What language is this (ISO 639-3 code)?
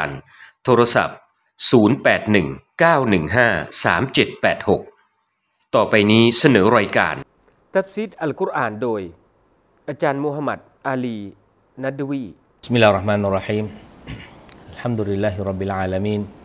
tha